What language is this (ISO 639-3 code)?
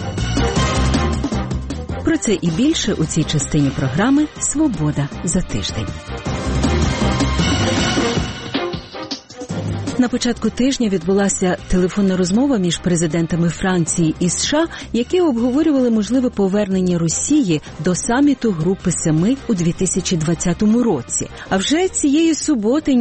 ukr